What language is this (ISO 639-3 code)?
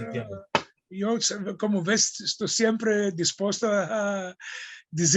lad